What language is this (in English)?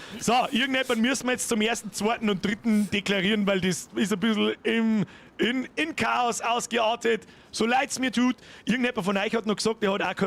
Bavarian